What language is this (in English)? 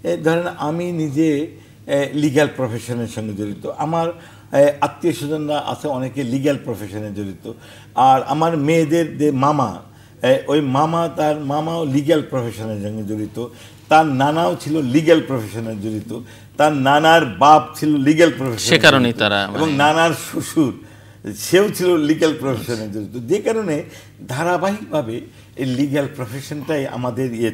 Bangla